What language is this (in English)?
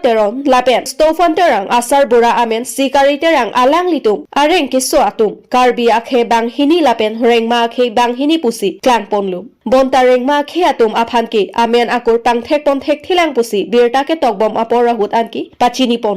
Karbi